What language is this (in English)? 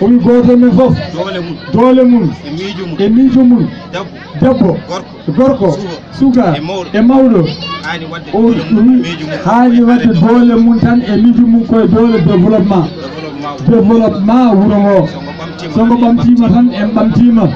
Fula